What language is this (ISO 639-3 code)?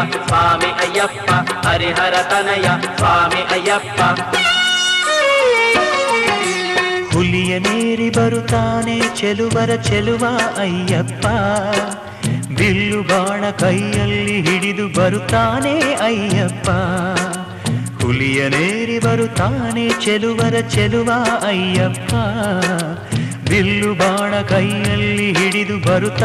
kan